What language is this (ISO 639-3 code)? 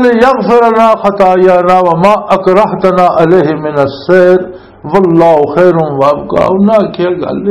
lah